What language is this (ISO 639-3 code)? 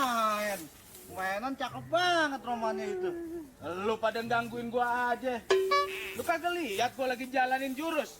bew